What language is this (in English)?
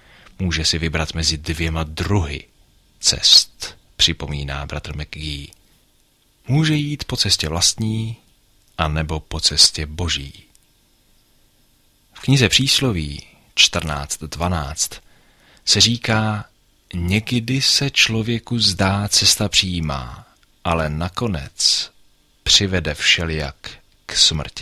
Czech